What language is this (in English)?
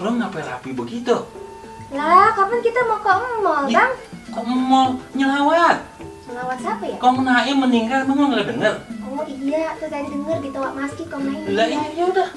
Betawi